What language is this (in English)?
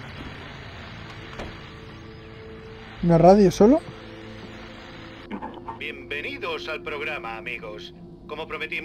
Spanish